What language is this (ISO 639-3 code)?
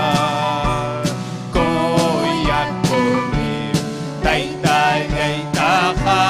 quy